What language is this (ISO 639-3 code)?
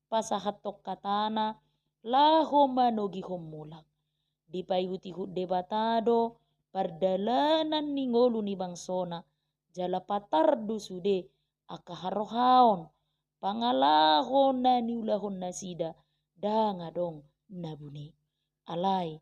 bbc